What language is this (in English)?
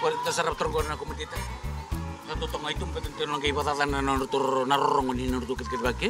Fijian